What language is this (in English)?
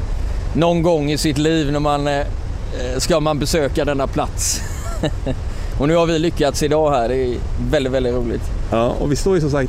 Swedish